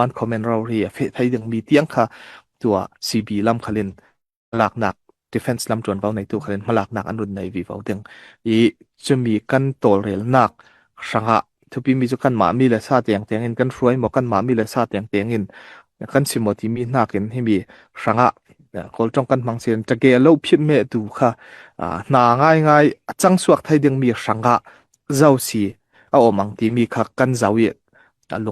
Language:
Falam Chin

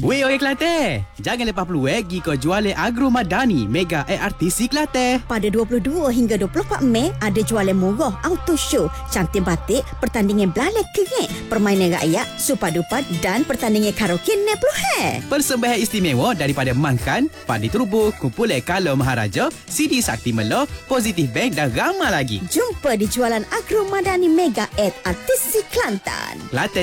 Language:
Malay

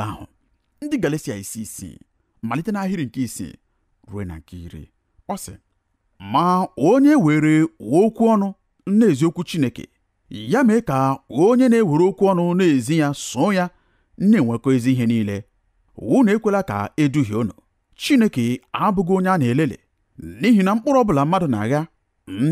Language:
Igbo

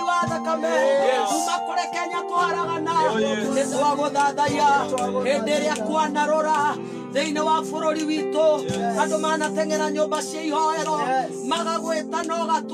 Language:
Kikuyu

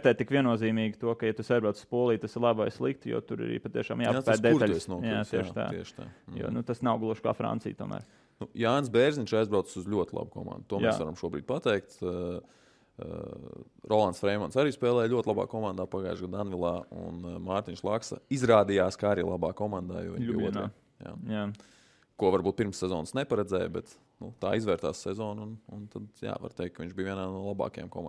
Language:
Latvian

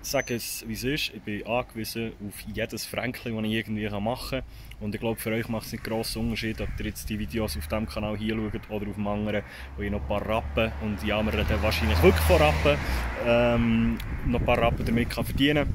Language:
Swiss German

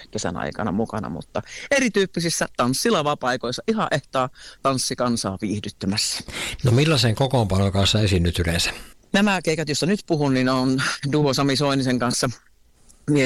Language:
Finnish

